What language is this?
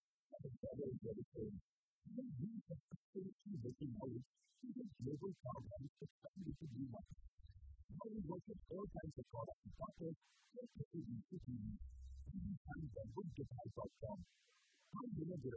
Kinyarwanda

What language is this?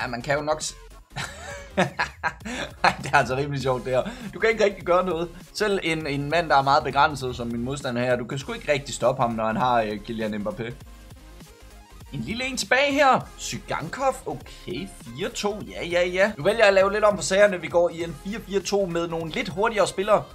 Danish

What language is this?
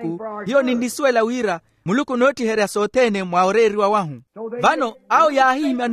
Makhuwa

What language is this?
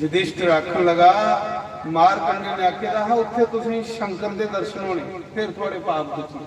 Dogri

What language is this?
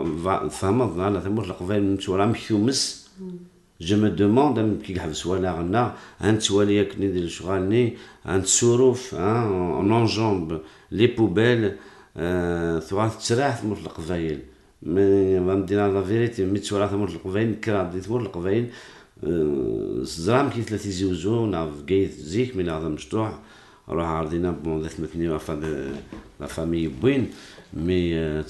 Kabyle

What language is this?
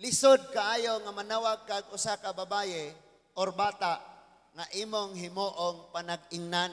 Cebuano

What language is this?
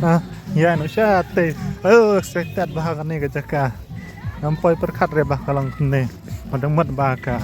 Khasi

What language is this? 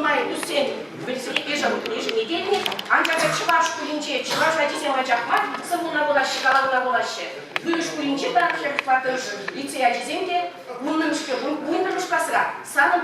Chuvash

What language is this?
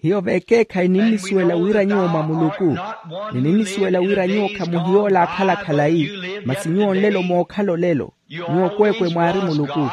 Makhuwa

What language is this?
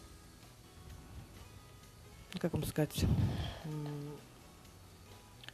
Russian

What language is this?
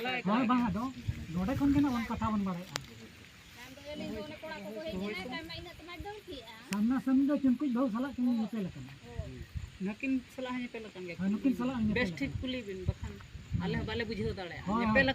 Santali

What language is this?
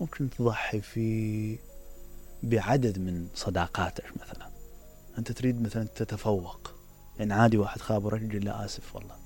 Mesopotamian Arabic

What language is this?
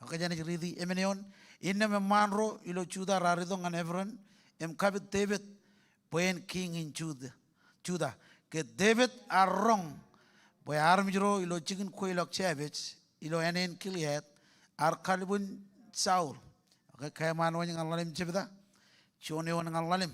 Marshallese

